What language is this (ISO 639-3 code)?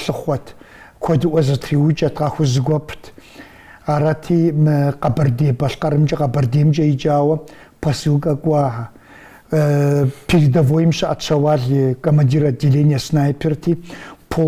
kbd